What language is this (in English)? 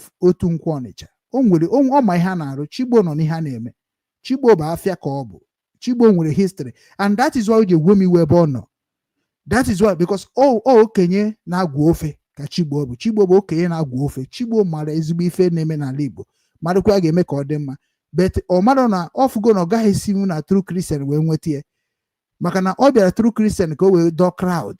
Igbo